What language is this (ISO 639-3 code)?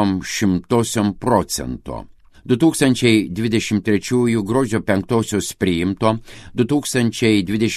lit